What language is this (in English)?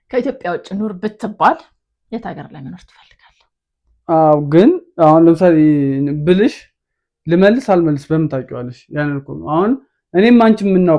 Amharic